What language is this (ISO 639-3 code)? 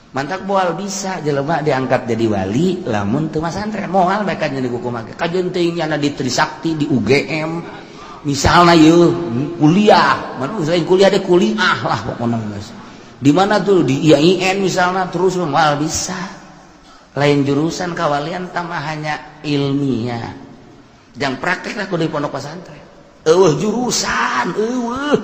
sun